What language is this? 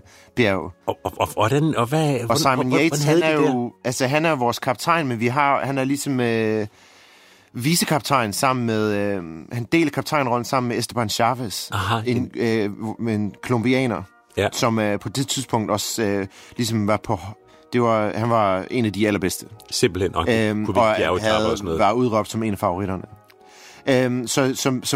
Danish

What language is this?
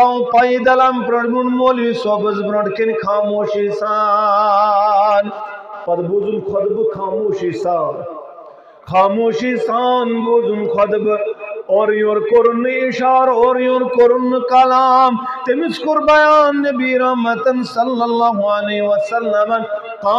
Kashmiri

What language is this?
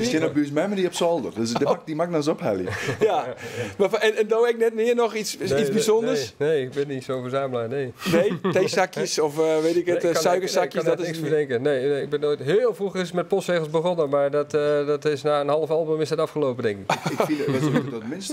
Western Frisian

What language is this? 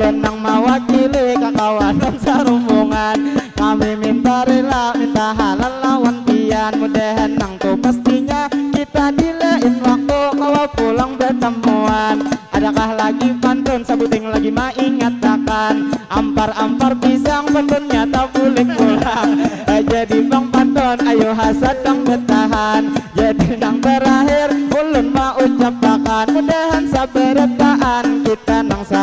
Banjar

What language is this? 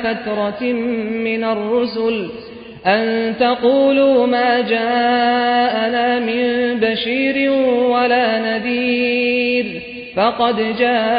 Arabic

